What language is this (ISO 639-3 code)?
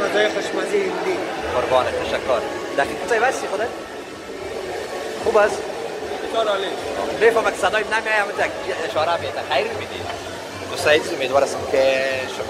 fas